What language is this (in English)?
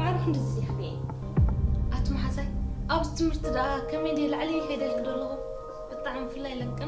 Tigrinya